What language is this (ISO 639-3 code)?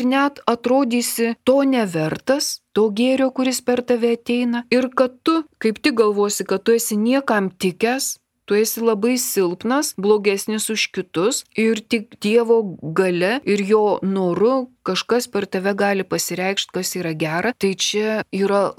lit